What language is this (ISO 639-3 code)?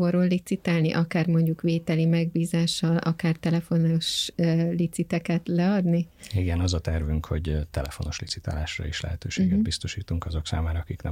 hun